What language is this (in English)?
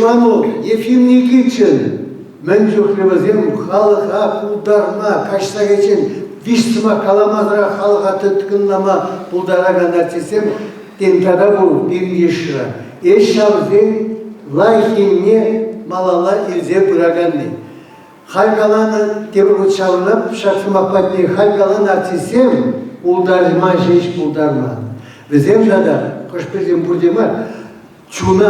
Chuvash